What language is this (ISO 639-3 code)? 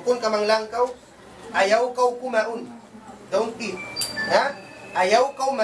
tsg